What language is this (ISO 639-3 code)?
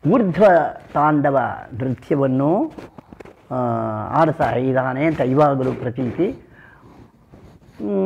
kan